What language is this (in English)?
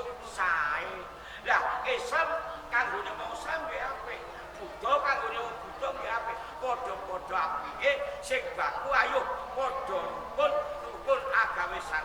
Javanese